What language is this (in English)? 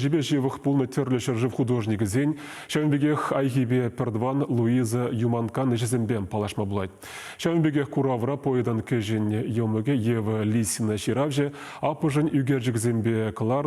Chuvash